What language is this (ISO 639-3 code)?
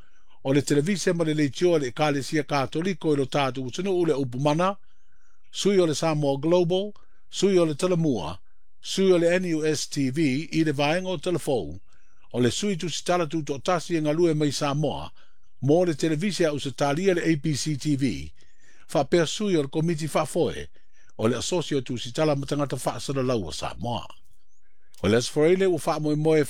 smo